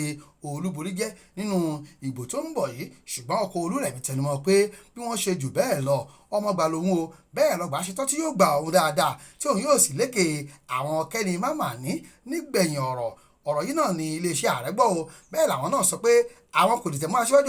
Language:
Yoruba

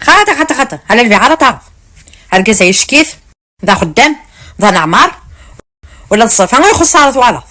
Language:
Kabyle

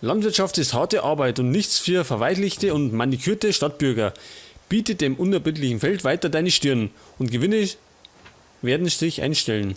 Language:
Bavarian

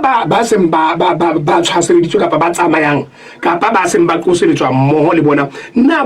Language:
Southern Sotho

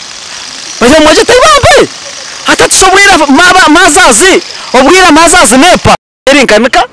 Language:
Nyankole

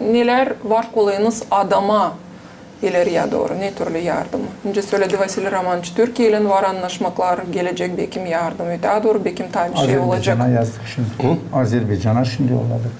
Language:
Gagauz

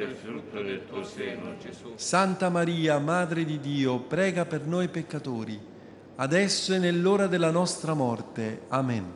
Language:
Italian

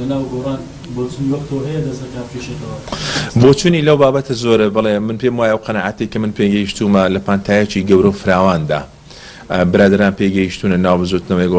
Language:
Central Kurdish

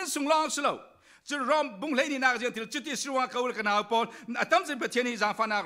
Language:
Falam Chin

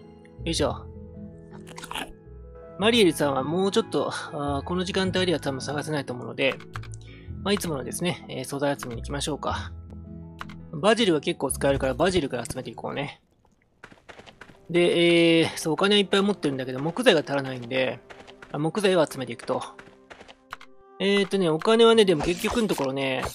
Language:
Japanese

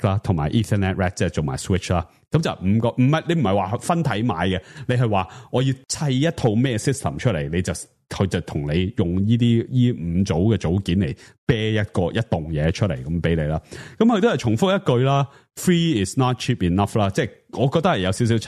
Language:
Cantonese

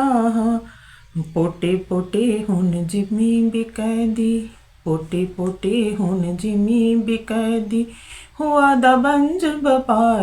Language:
Dogri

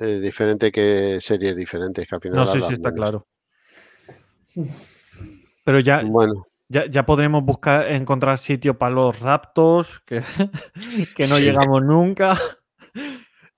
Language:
Spanish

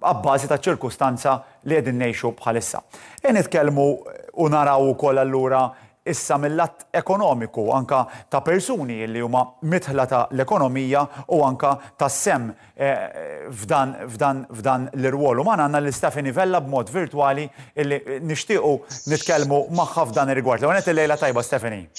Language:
Maltese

